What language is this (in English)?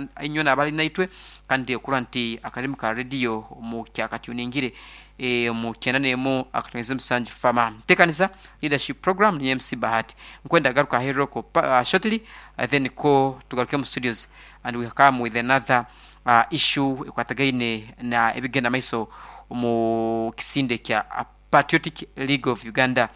Nyoro